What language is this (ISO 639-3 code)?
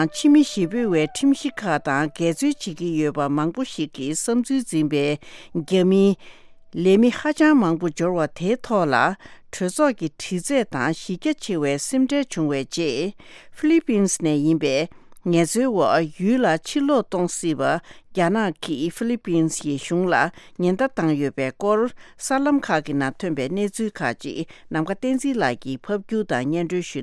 bod